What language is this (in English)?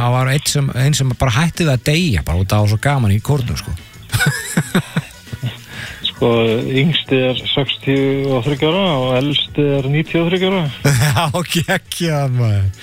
Icelandic